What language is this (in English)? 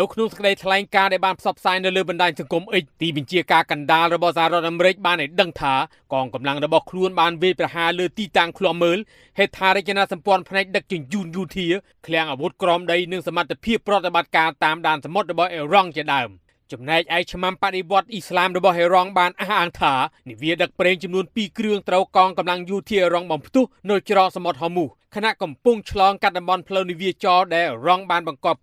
Khmer